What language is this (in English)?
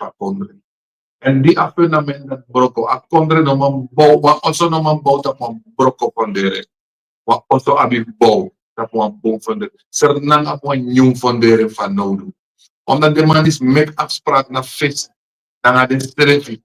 Sranan Tongo